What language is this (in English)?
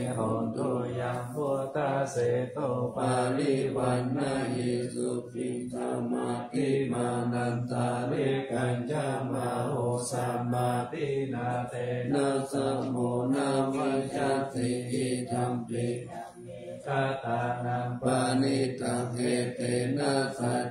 Pali